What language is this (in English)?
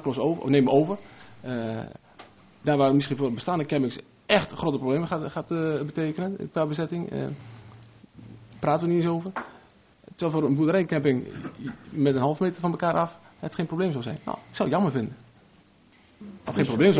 Dutch